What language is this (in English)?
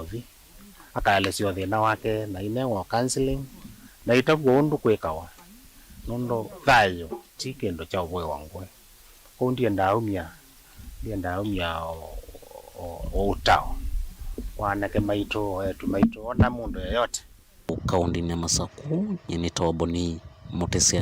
Kamba